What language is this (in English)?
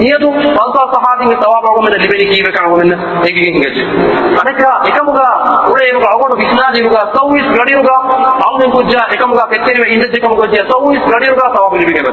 Divehi